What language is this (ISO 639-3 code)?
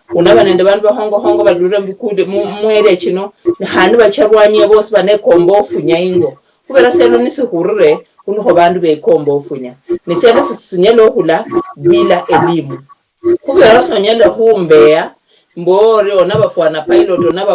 luy